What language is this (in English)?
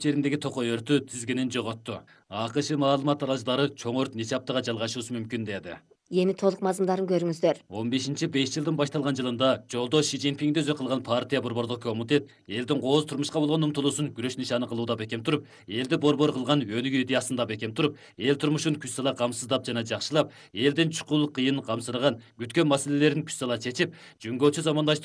Kyrgyz